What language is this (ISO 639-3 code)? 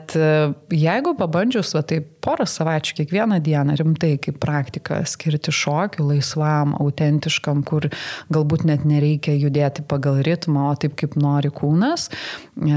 lit